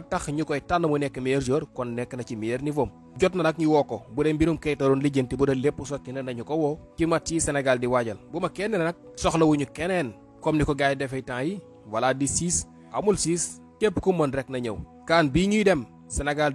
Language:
Wolof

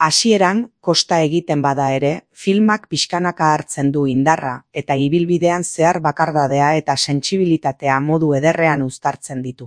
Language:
Basque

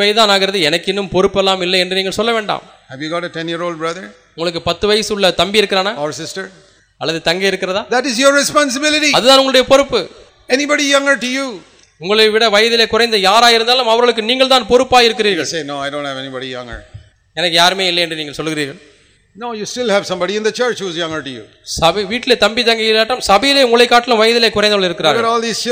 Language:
Tamil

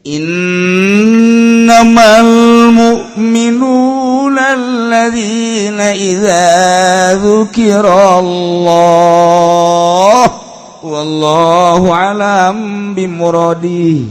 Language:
Sundanese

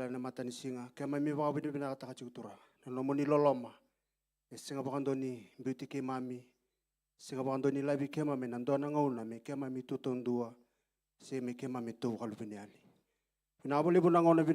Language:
Fijian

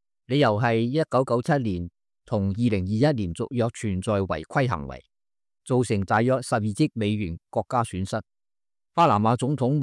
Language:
Cantonese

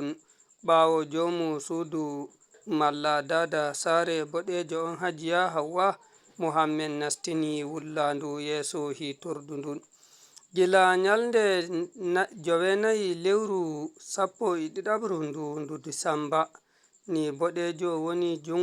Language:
Fula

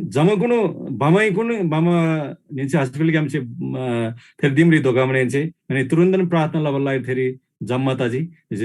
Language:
Eastern Tamang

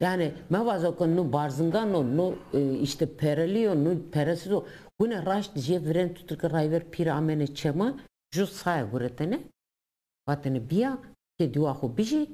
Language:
Zaza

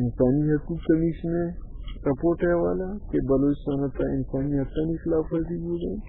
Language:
Baluchi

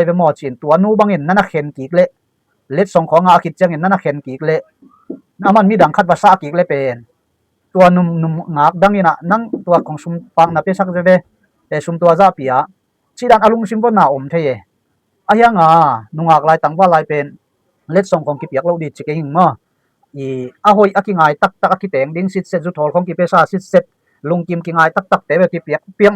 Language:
Tedim Chin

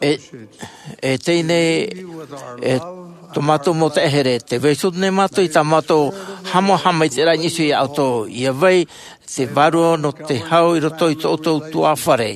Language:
Tahitian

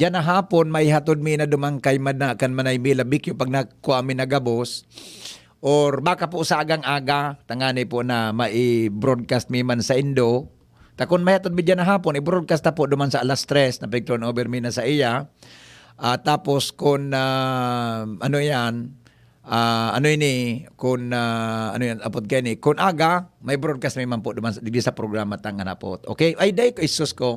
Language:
Bikol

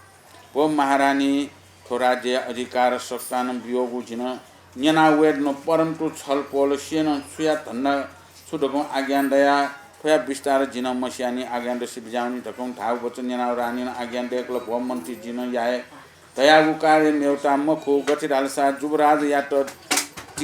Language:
Newari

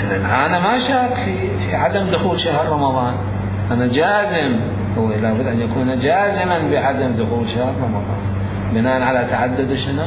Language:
Mesopotamian Arabic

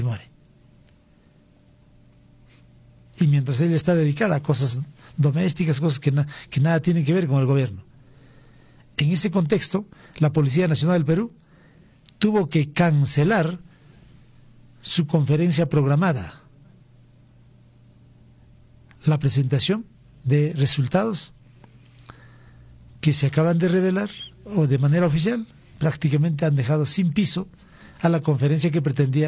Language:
Spanish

